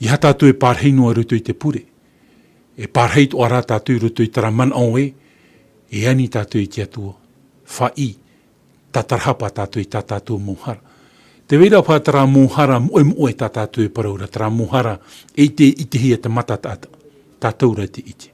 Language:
Tahitian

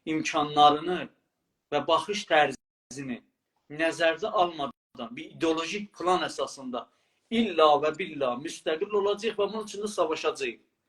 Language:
South Azerbaijani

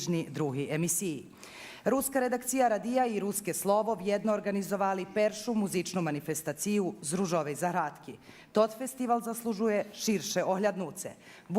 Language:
Rusyn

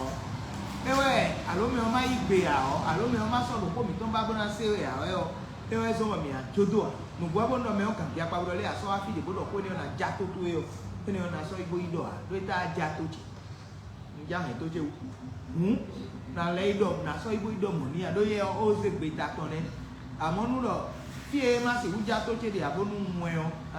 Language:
Fon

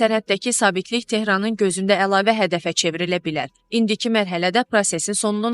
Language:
Azerbaijani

